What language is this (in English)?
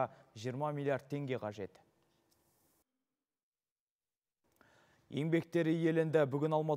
Kazakh